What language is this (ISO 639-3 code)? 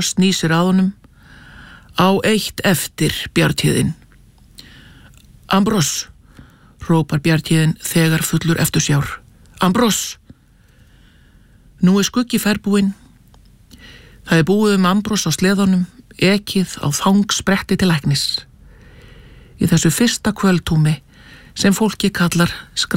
isl